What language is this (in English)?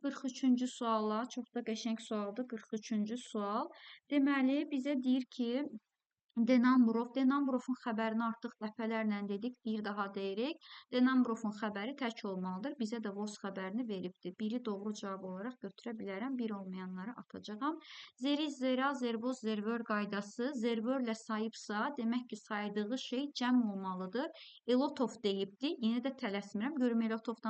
Azerbaijani